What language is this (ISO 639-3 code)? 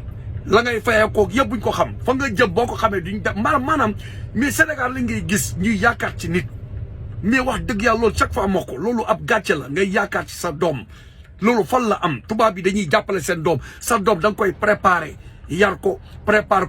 wol